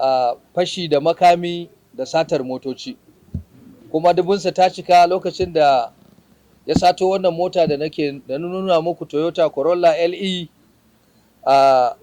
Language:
Hausa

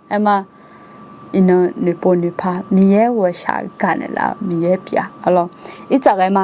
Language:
Akha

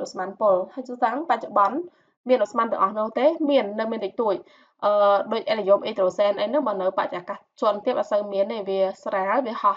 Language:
Khmer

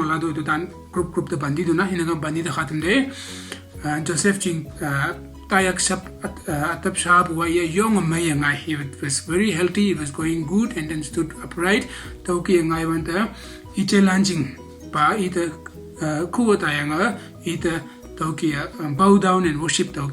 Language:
Konyak Naga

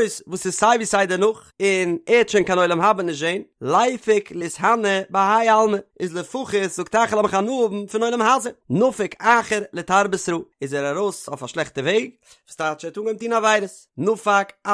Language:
Yiddish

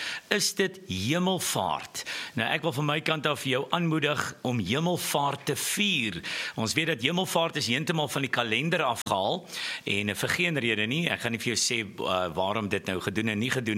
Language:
Afrikaans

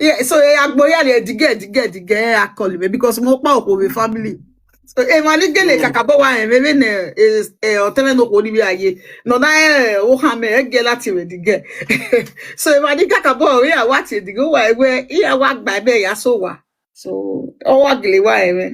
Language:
Nigerian Pidgin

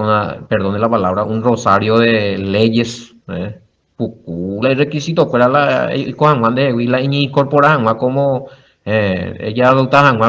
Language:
Guarani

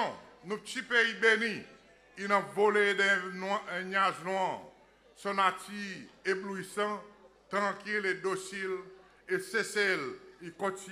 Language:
Seselwa Creole French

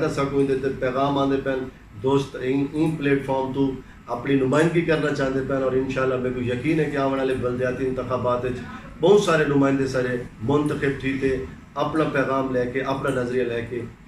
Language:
Saraiki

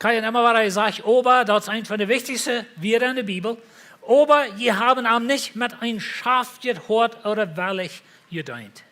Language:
Plautdietsch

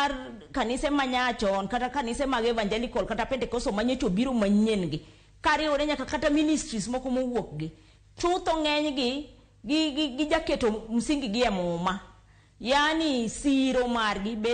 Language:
Luo (Kenya and Tanzania)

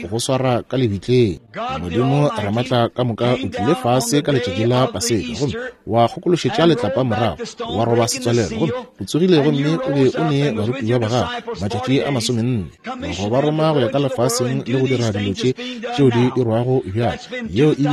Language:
Northern Sotho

